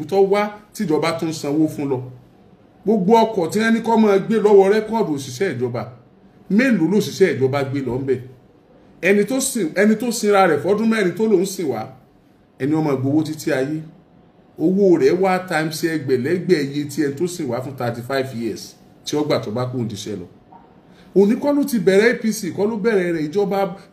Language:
Yoruba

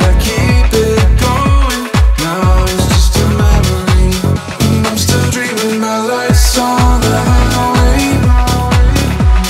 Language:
English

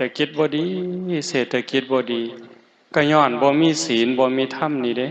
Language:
Lao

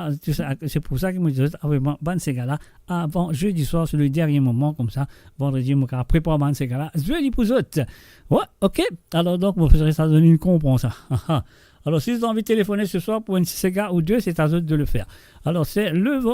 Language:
Morisyen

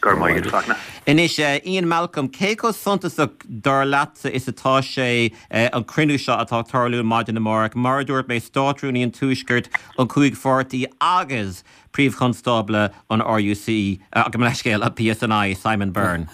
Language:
Irish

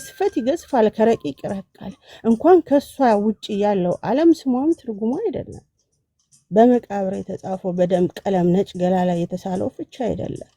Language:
Amharic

